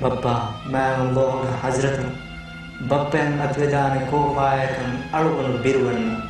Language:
Divehi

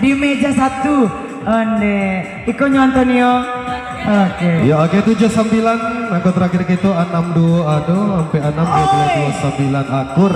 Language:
Minangkabau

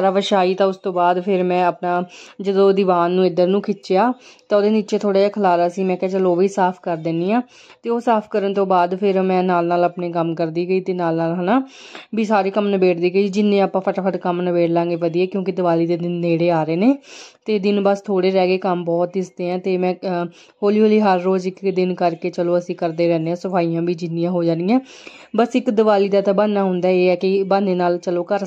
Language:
Punjabi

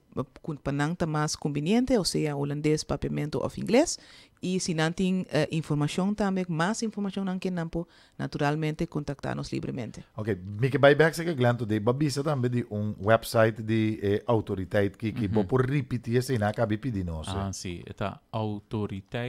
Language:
Papiamento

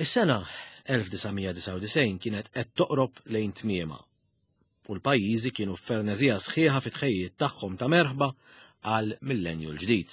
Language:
Maltese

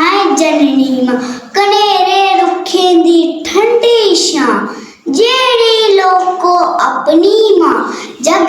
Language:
Dogri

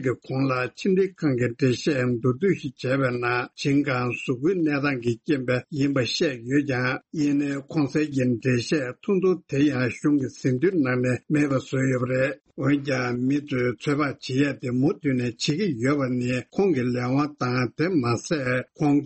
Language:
Tibetan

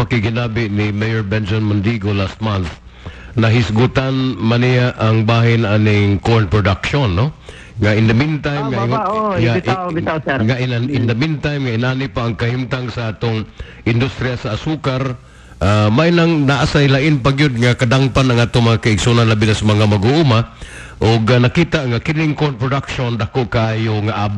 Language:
Cebuano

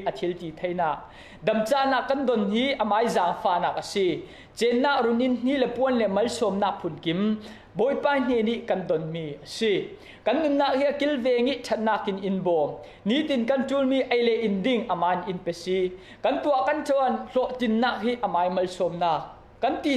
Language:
Falam Chin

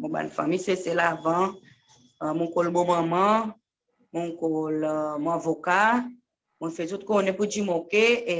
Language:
Seselwa Creole French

